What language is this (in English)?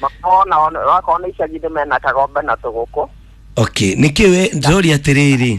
Kikuyu